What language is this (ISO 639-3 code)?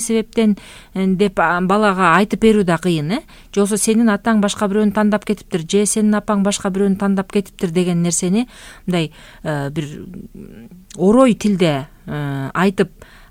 kir